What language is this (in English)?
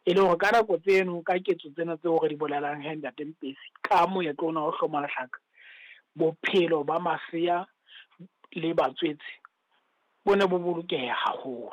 Southern Sotho